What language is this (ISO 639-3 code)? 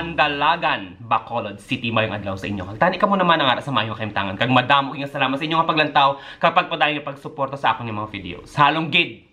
hil